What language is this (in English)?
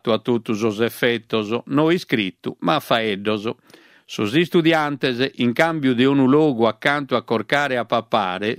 Sardinian